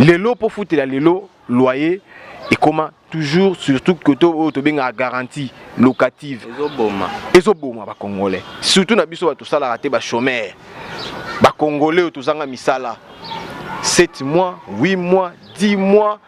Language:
Lingala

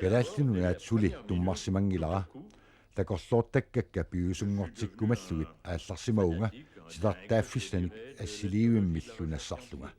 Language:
Kalaallisut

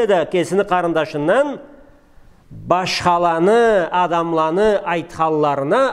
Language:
Karachay-Balkar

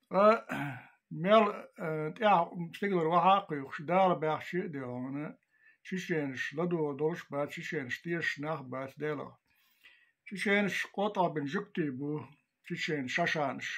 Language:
Chechen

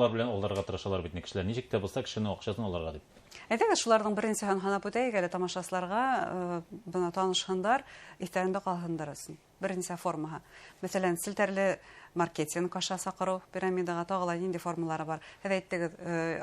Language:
Bashkir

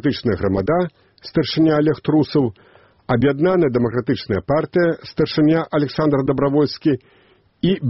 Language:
Belarusian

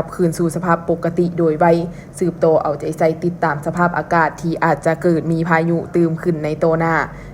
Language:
Lao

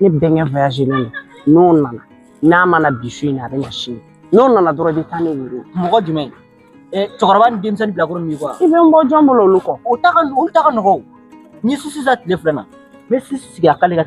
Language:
Bambara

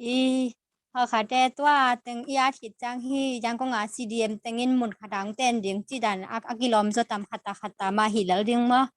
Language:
Tedim Chin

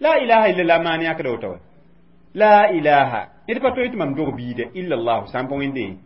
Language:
Mossi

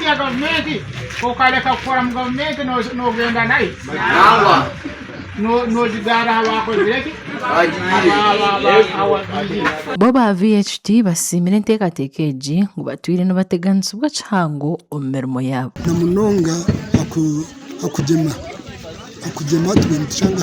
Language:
Nyankole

